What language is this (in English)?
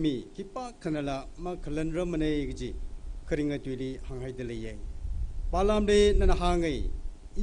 Tangkhul Naga (India)